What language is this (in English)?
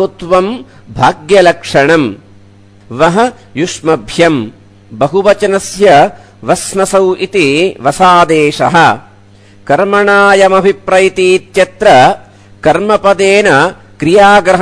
Sanskrit